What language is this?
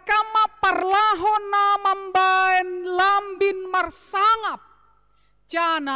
Batak Simalungun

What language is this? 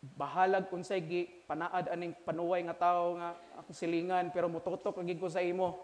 Cebuano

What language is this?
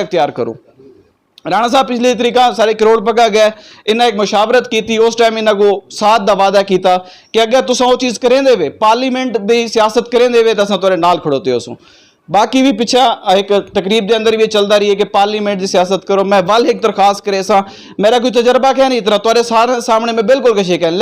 Saraiki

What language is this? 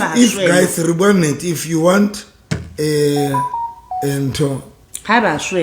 Southern Sotho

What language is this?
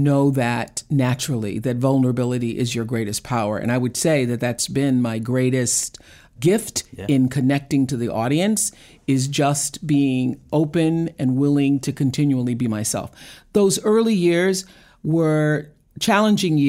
English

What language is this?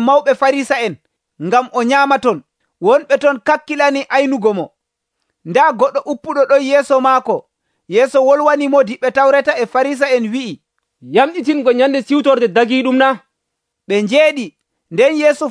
Nigerian Fulfulde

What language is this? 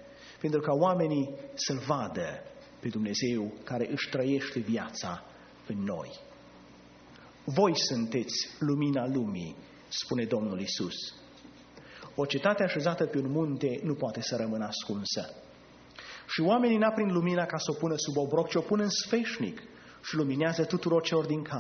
Romanian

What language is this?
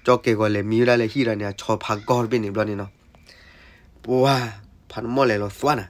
S'gaw Karen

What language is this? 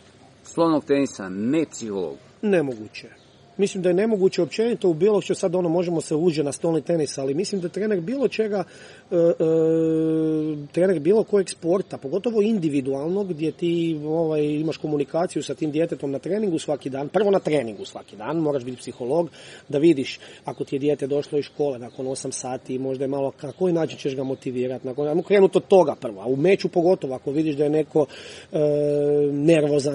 Croatian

